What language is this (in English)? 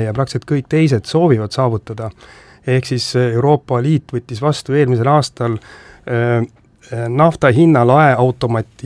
Estonian